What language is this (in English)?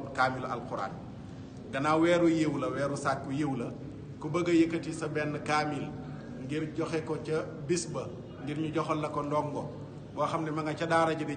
Wolof